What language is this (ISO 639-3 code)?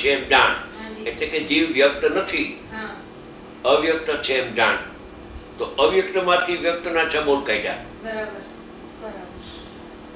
guj